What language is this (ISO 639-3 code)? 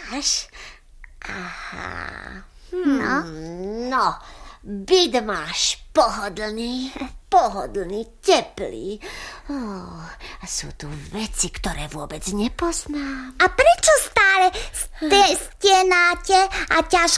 slk